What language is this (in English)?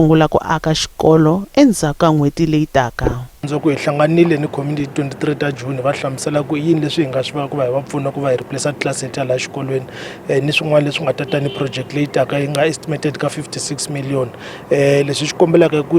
Tsonga